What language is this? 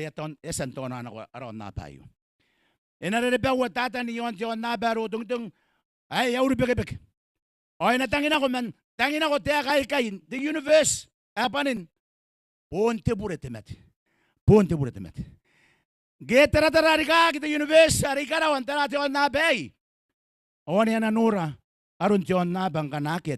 Gilbertese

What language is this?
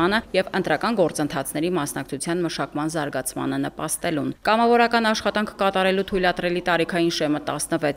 Armenian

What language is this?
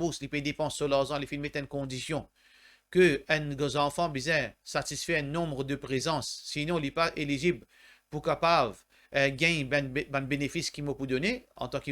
Morisyen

